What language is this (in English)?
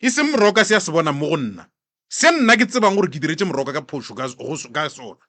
Northern Sotho